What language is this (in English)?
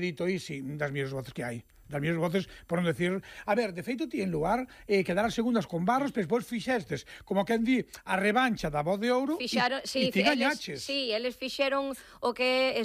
Galician